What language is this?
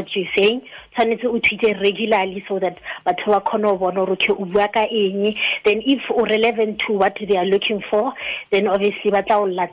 Tswana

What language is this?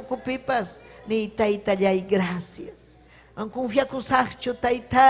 Ayacucho Quechua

